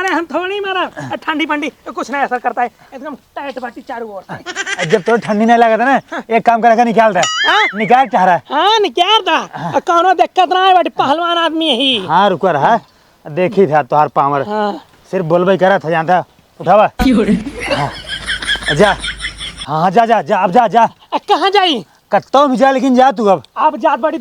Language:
Awadhi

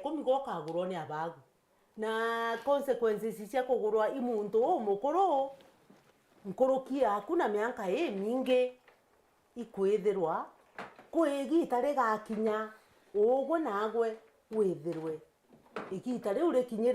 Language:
Meru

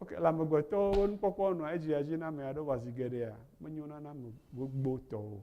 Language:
Ewe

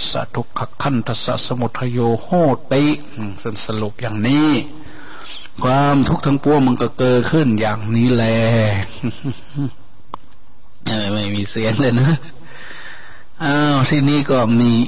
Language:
Thai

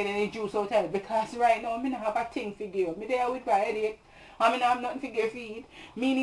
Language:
Jamaican Creole English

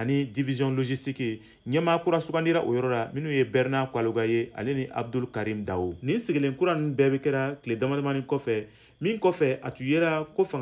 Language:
Bambara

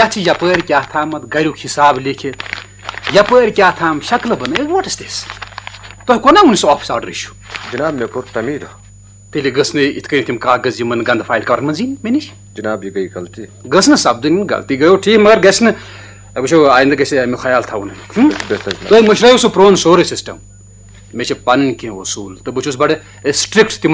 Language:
Kashmiri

